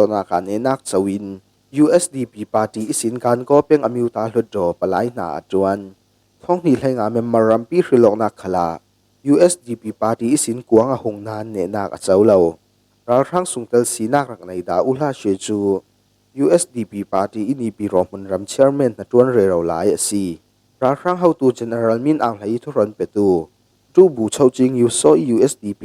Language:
Falam Chin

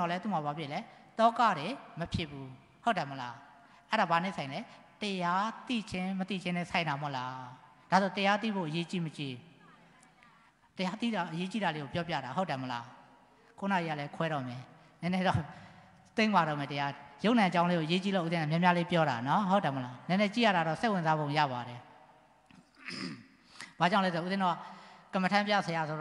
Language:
Burmese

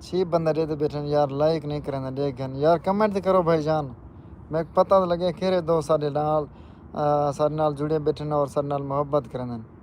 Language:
Saraiki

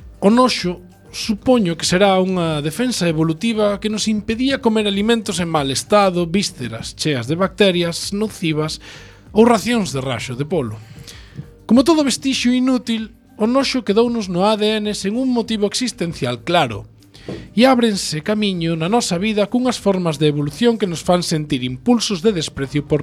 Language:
Galician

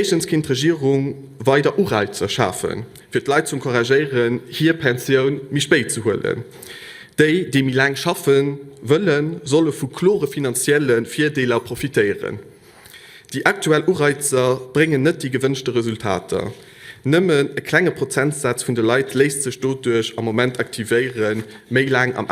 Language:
Luxembourgish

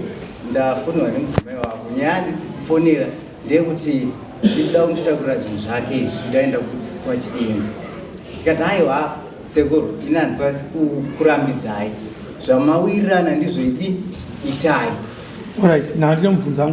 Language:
Shona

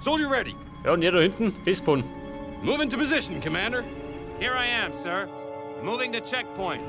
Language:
Bavarian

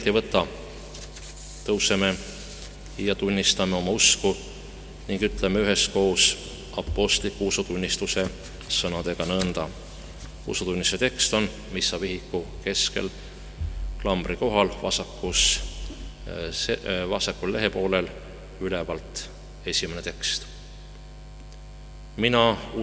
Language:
Estonian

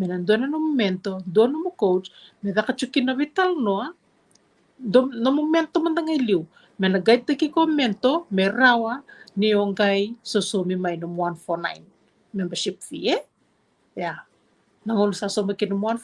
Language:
Fijian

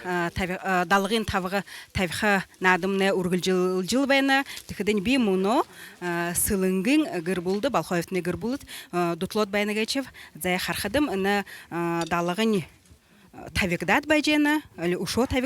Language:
Buriat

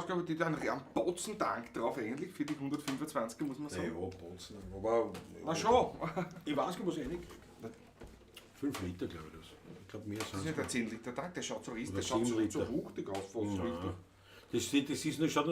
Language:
Bavarian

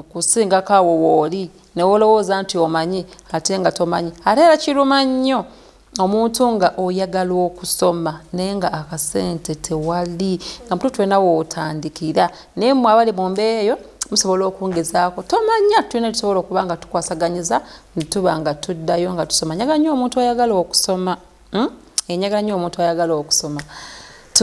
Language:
Ganda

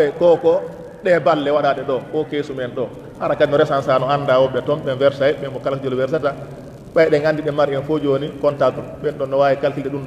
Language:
Fula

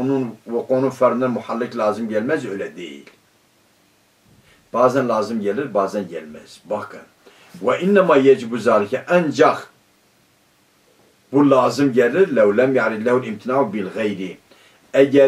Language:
Turkish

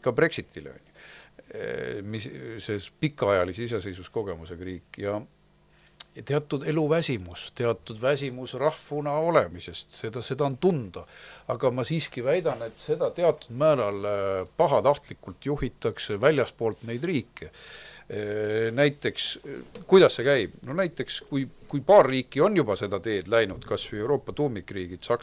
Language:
Estonian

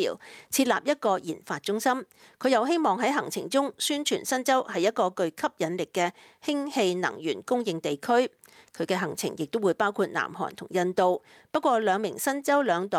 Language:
Cantonese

